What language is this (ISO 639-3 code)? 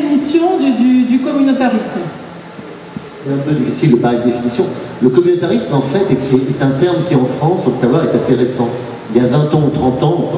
fra